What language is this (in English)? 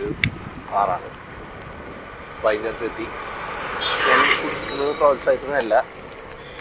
Malayalam